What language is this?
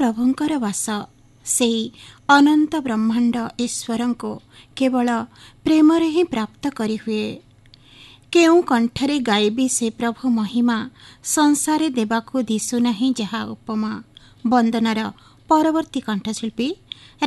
Odia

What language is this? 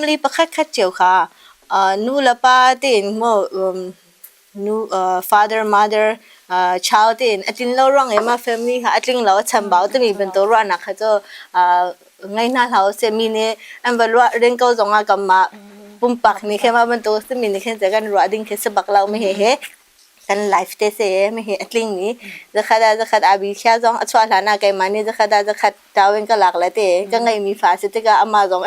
Hakha Chin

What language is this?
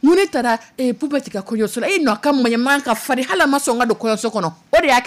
Dyula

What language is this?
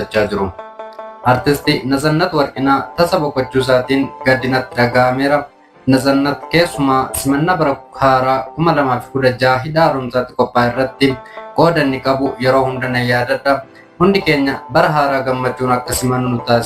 Oromo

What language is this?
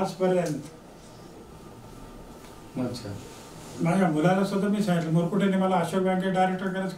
Marathi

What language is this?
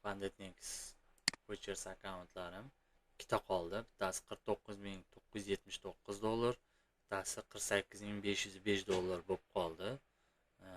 Uzbek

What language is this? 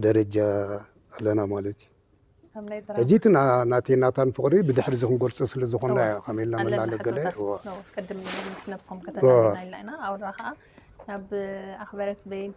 Tigrinya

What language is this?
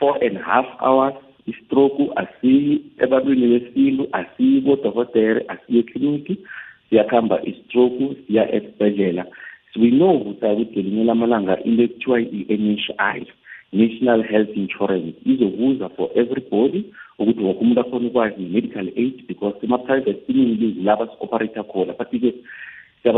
South Ndebele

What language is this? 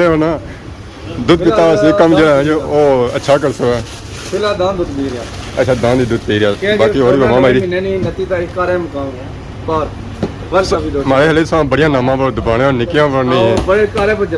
Pahari-Potwari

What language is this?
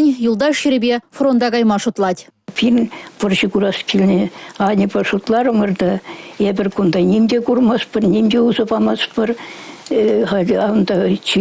Chuvash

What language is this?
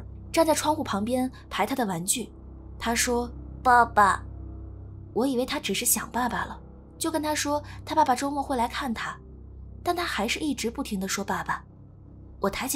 Chinese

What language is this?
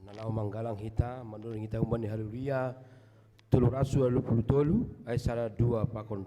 Batak Simalungun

